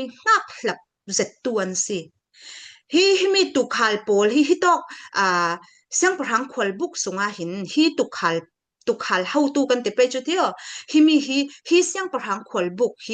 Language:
Falam Chin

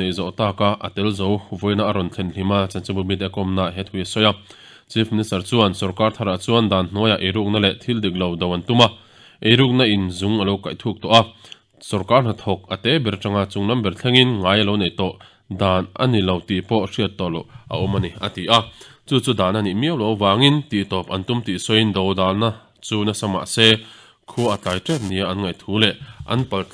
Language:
Mizo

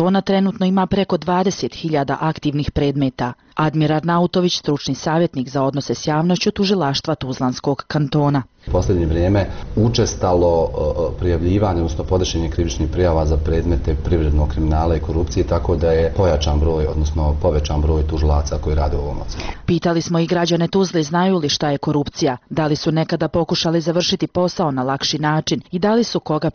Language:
Bosnian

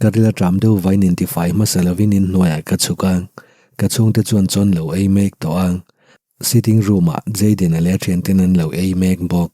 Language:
Mizo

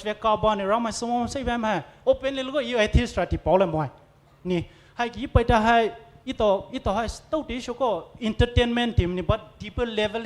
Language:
Poumei Naga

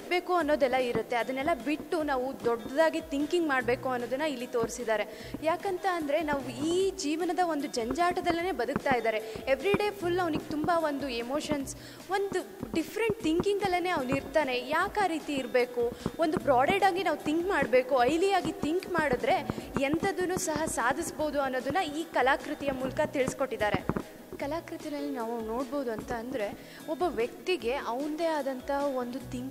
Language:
Kannada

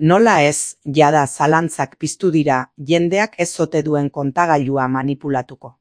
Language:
Basque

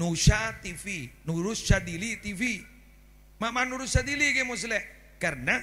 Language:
Madurese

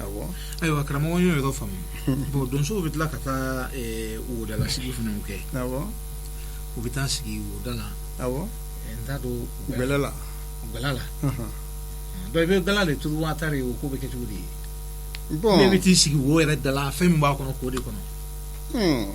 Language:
Bambara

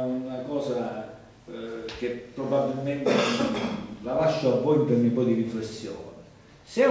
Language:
Italian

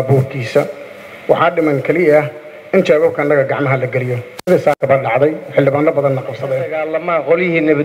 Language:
Somali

